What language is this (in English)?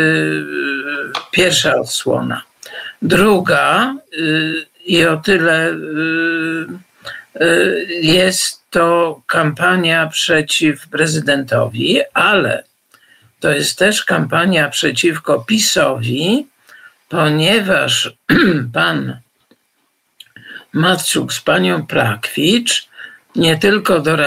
Polish